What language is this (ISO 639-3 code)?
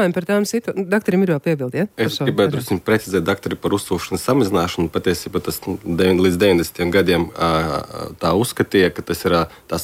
lav